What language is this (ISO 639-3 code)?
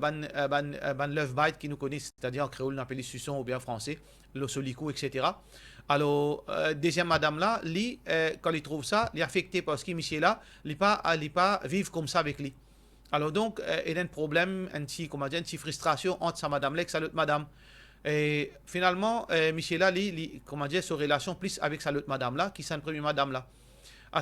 mfe